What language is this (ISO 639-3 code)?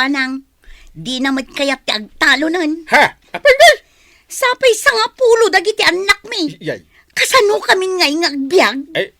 ilo